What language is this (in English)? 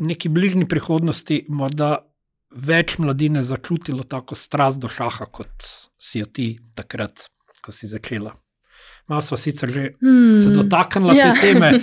Slovenian